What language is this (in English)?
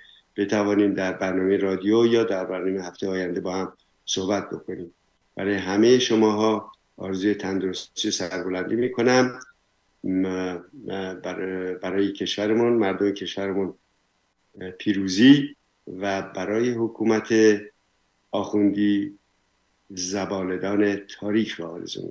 Persian